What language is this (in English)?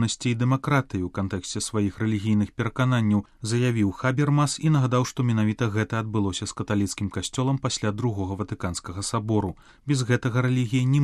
Belarusian